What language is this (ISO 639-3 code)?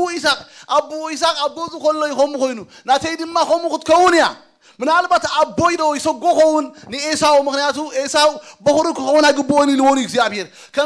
tir